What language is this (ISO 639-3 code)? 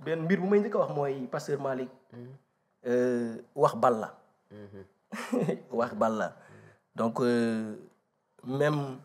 wol